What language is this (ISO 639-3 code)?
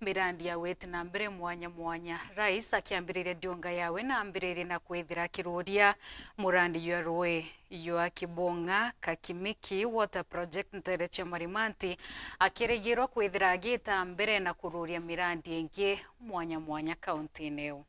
mer